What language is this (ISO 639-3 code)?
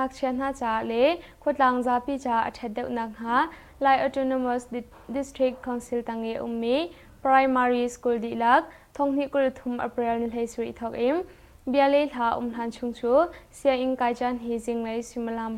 cnh